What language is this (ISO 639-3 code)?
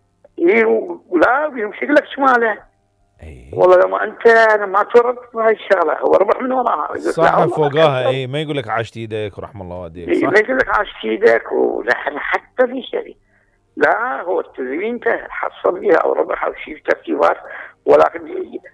acm